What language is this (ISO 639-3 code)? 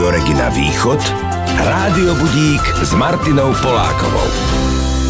slk